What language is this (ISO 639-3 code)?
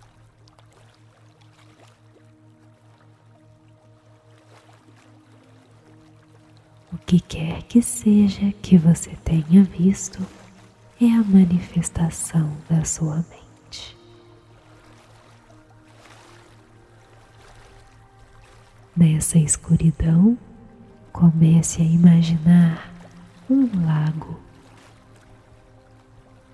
por